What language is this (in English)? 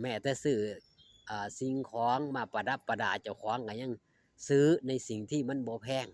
Northeastern Thai